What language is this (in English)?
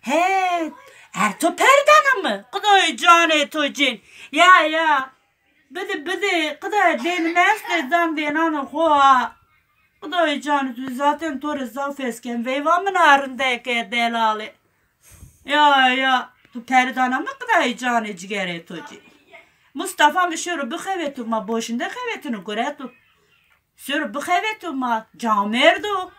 Zaza